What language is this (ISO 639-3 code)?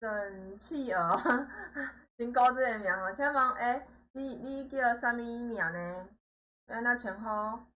nan